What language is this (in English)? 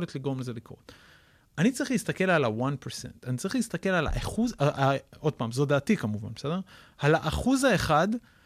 Hebrew